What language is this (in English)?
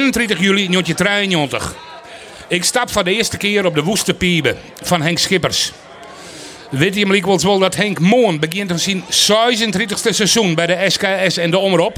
Western Frisian